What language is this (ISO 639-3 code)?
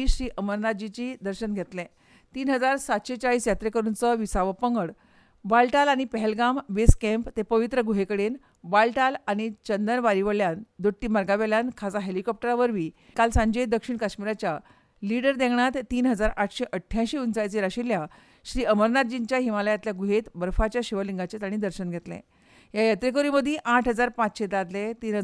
kok